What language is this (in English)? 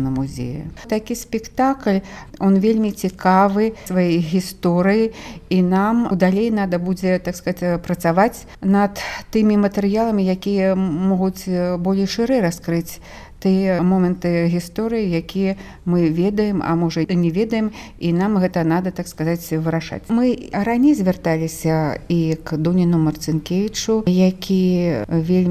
Belarusian